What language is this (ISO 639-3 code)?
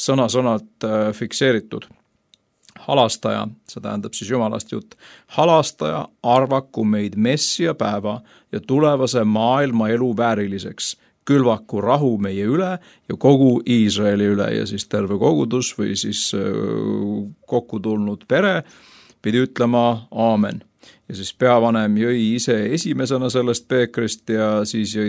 est